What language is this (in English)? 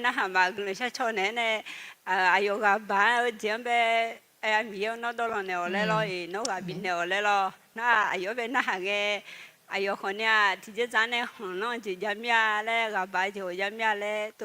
Akha